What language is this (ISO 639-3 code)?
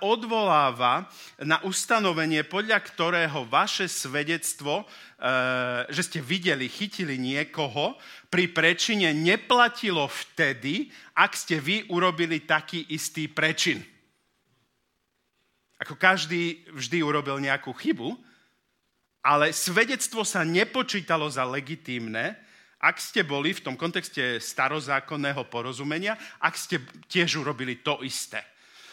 slk